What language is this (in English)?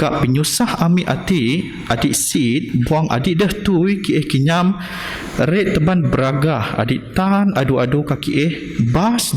Biatah Bidayuh